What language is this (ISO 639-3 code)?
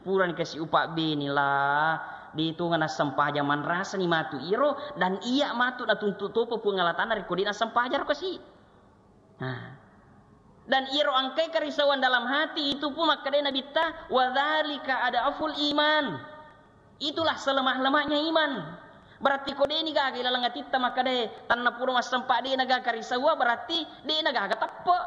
bug